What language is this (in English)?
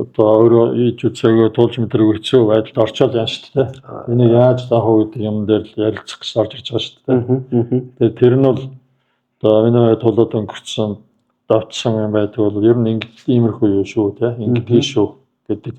Mongolian